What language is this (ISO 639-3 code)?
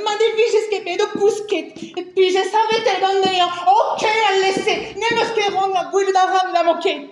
bre